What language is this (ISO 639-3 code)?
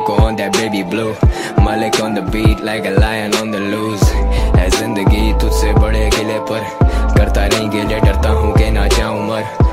hin